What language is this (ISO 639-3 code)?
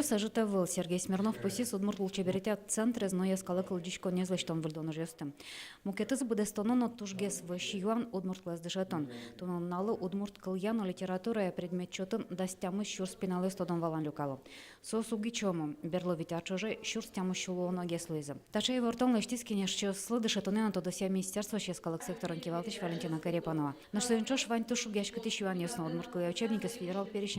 udm